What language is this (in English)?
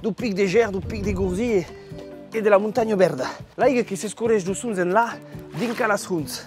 Occitan